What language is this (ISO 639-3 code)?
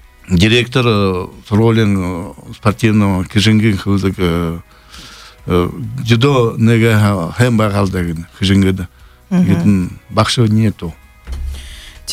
bua